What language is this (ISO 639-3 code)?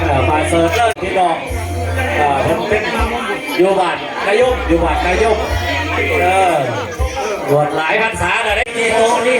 tts